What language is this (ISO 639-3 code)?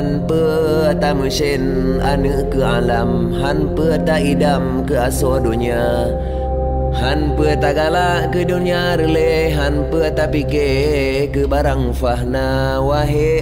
ace